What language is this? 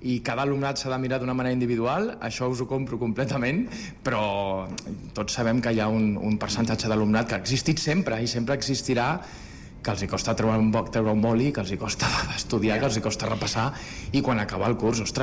Catalan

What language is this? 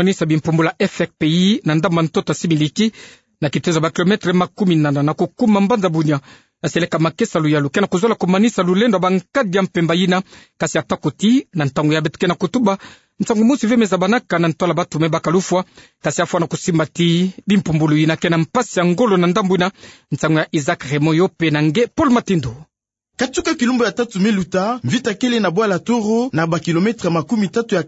Kituba (Democratic Republic of Congo)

